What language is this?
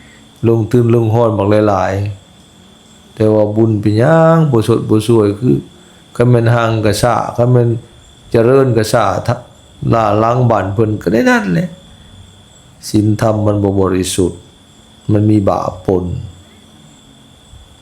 Lao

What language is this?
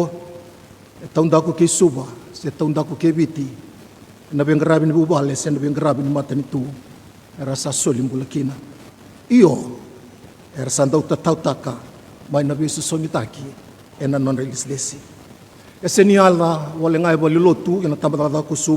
Fijian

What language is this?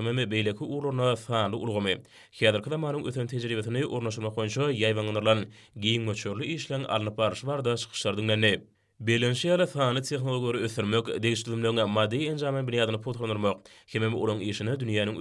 Turkmen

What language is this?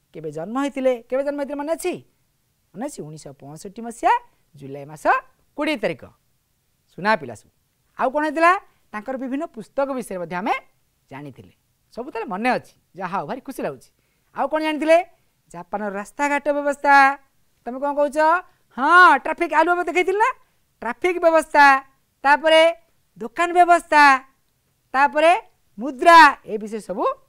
Odia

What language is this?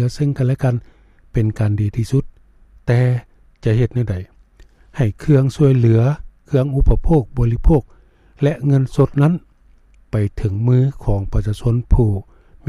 Lao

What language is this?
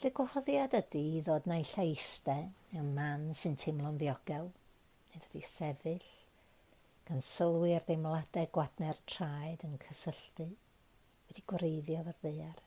Welsh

